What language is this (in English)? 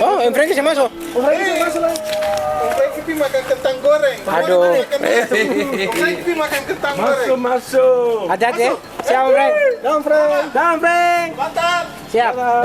Ambonese Malay